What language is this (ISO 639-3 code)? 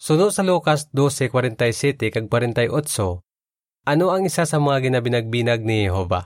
hil